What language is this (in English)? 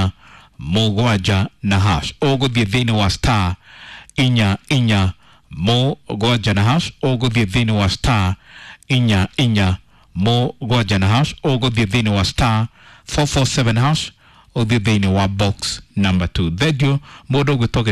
Kikuyu